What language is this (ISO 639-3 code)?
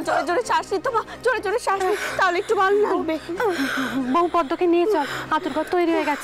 ben